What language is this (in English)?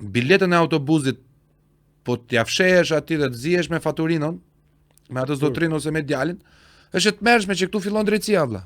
Albanian